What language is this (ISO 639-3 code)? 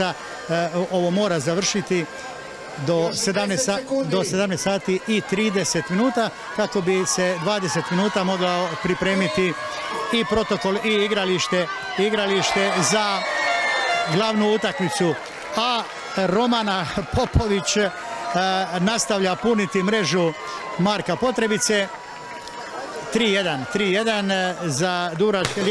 hrv